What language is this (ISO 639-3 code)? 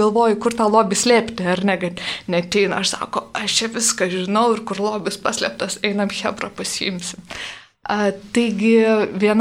lit